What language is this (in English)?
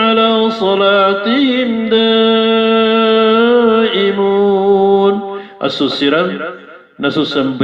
Maranao